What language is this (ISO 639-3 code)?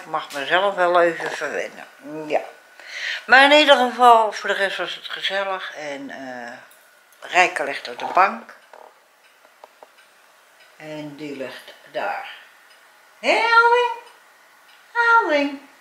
nld